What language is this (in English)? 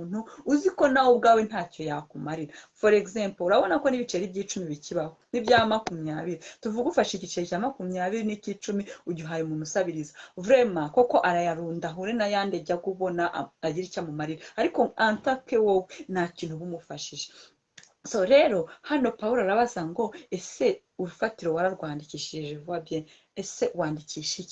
Kinyarwanda